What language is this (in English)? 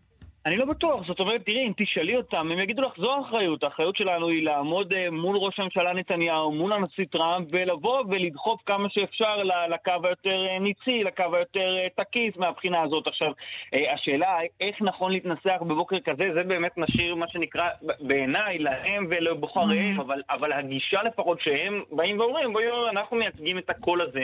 Hebrew